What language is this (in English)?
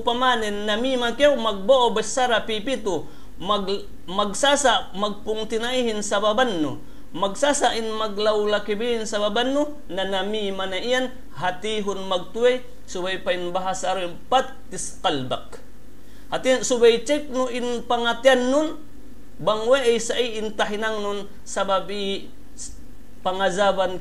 Yakan